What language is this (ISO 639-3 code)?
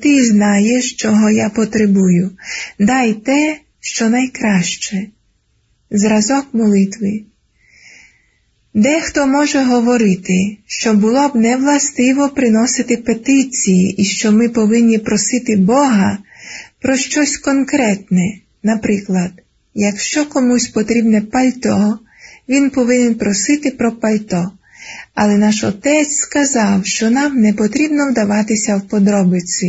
ukr